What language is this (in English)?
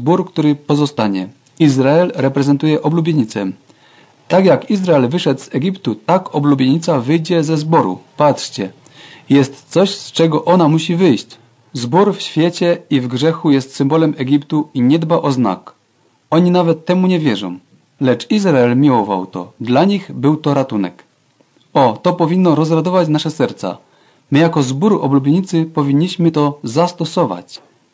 Polish